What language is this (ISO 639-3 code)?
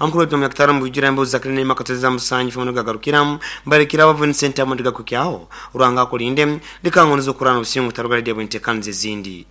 nyo